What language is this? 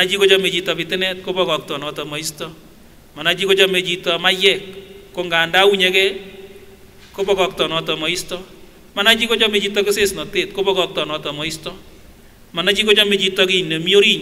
Kipsigis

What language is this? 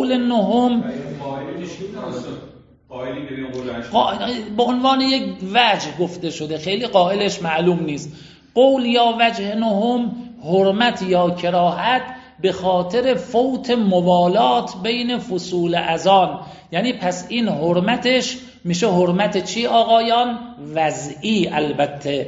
Persian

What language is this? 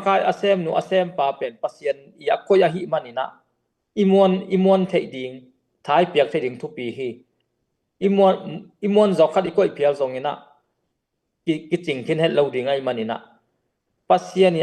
Tedim Chin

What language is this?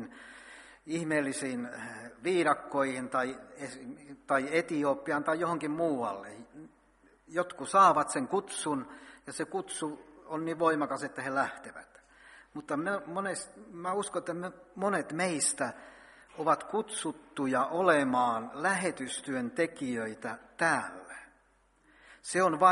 Finnish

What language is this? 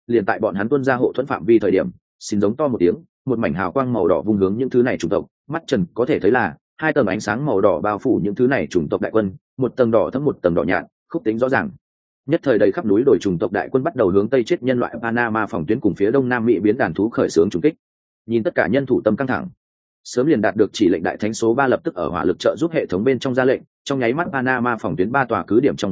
Vietnamese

